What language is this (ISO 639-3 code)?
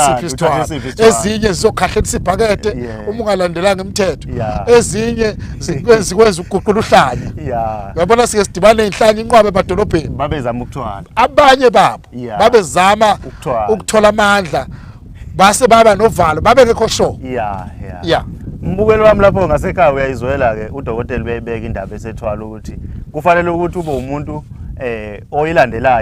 zul